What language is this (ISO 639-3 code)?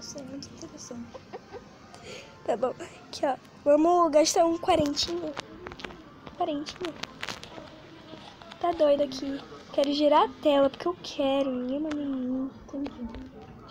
por